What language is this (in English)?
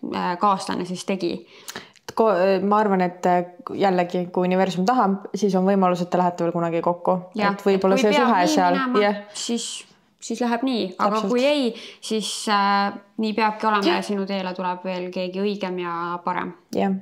Estonian